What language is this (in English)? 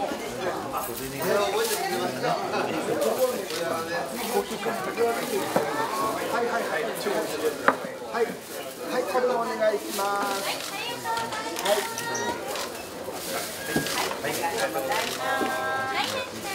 Japanese